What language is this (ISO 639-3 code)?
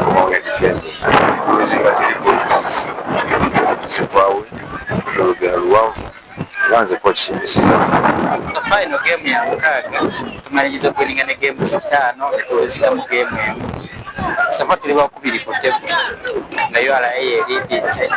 nyn